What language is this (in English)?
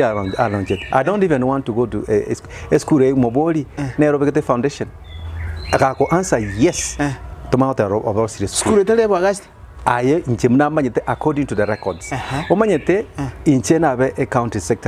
Gusii